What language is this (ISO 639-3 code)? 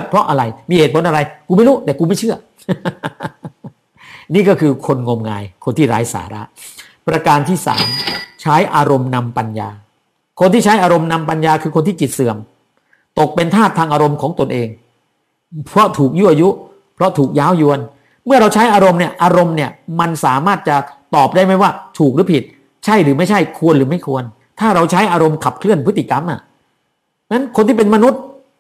tha